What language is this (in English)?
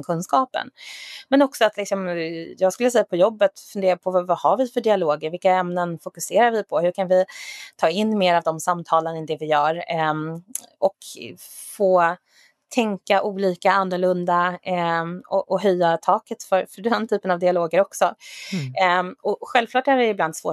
Swedish